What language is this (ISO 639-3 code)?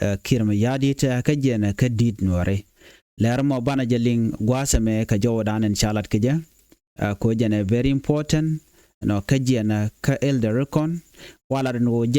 nus